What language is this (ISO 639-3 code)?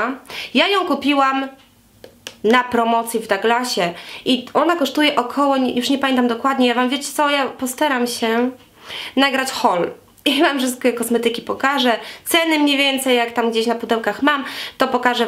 pol